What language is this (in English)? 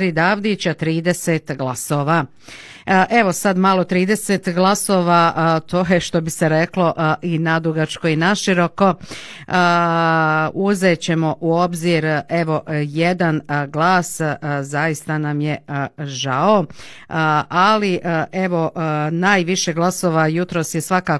Bosnian